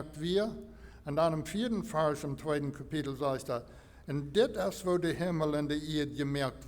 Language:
Plautdietsch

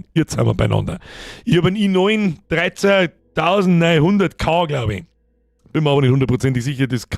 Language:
Bavarian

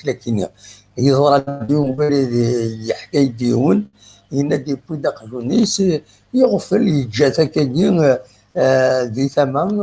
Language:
Kabyle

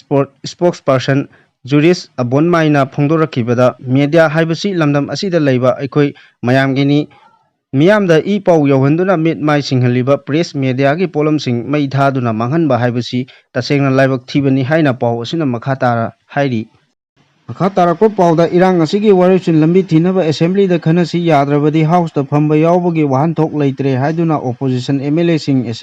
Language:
Manipuri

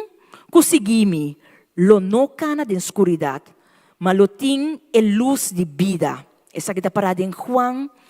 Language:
Papiamento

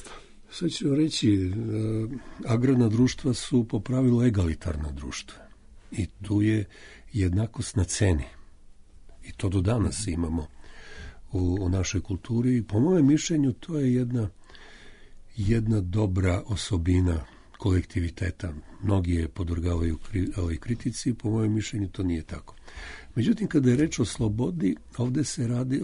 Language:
Serbian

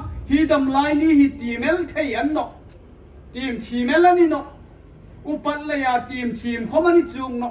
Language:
Hmar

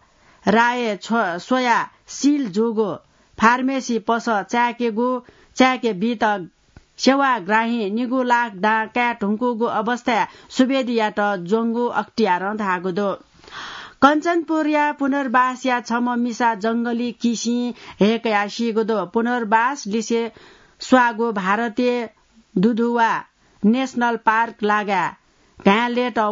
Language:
Newari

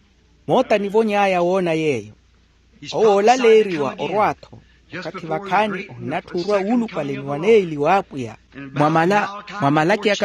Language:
Makhuwa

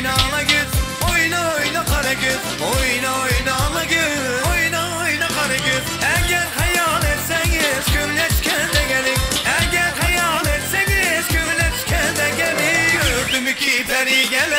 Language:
Turkmen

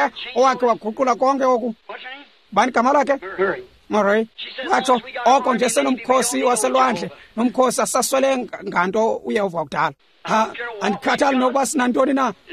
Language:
Xhosa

